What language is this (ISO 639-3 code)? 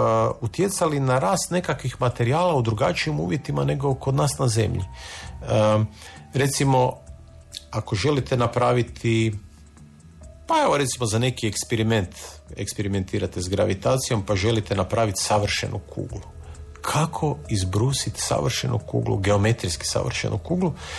hrv